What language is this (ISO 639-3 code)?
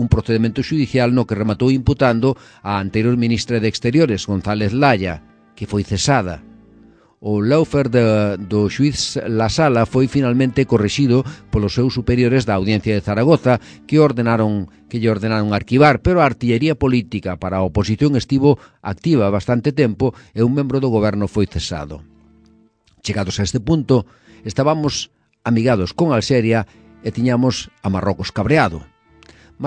glg